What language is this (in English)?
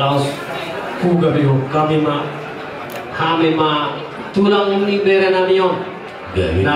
Batak Toba